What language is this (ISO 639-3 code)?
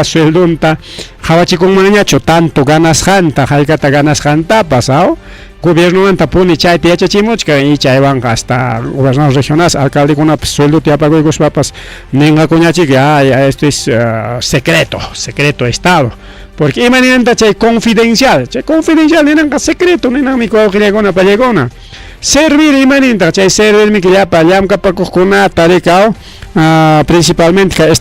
quy